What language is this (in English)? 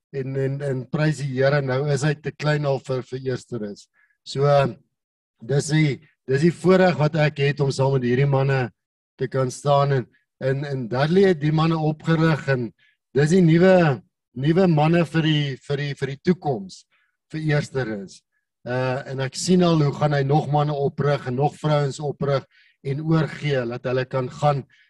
Afrikaans